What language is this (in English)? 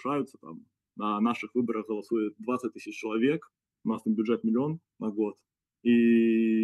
Belarusian